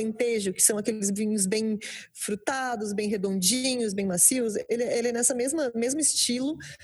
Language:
Portuguese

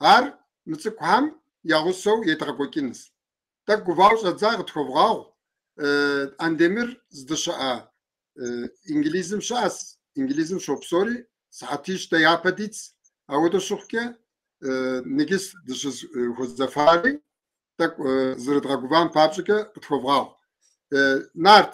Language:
Kabardian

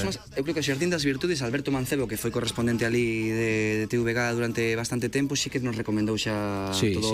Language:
Galician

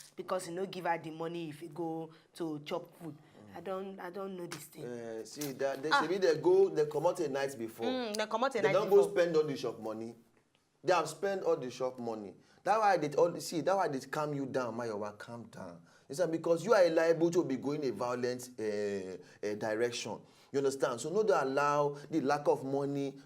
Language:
Nigerian Pidgin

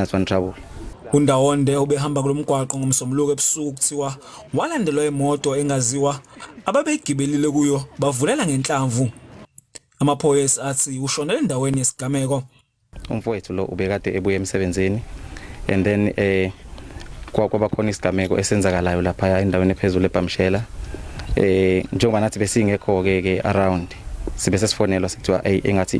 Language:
Zulu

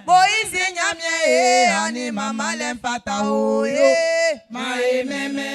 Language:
Baoulé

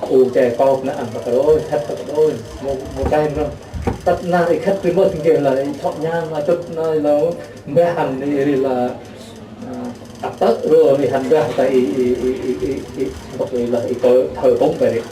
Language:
Central Mnong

